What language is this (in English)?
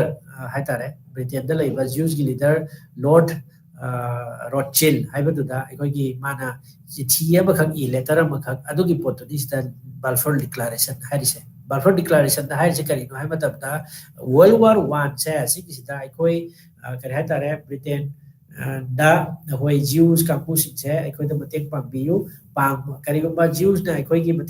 Manipuri